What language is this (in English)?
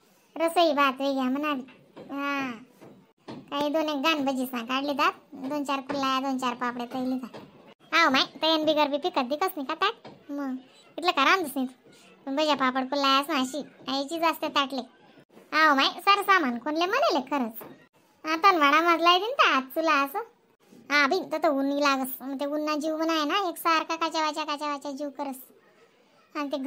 Khandesi